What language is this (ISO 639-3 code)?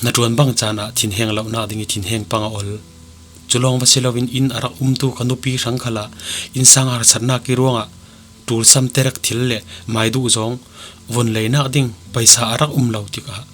cfm